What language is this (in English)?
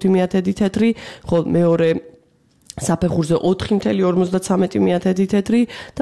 Georgian